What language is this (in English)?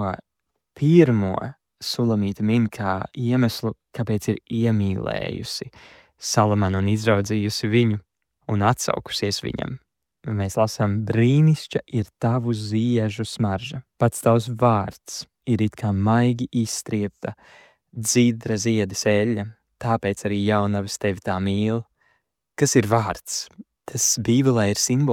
Latvian